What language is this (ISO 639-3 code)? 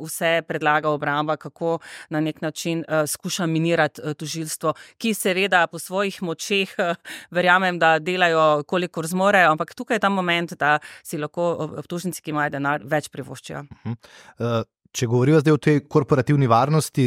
slv